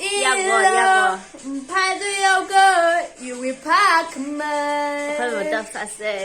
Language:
Tangkhul Naga (India)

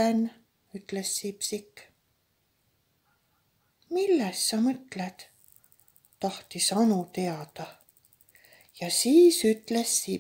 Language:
Estonian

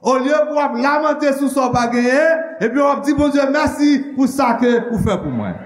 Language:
Haitian Creole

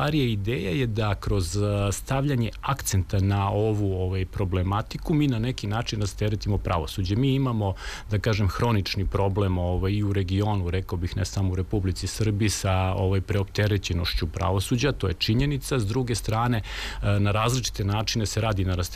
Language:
Serbian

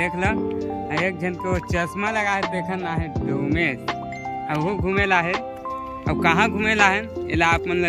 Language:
Chhattisgarhi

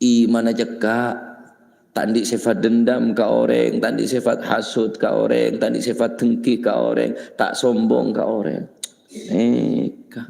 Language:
Madurese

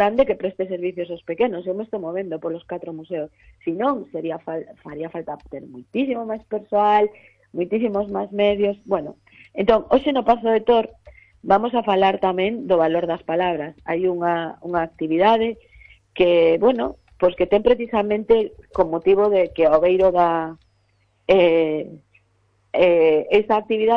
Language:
Galician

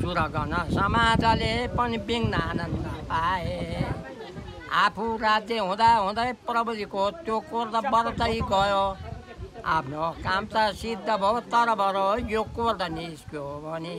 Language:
Nepali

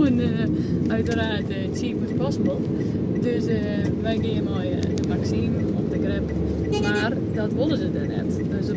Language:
Western Frisian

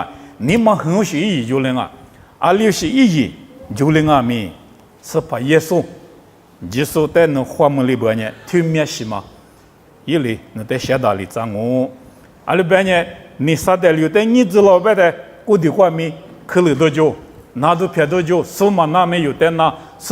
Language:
Lisu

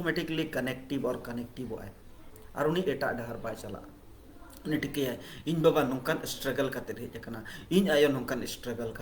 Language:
Santali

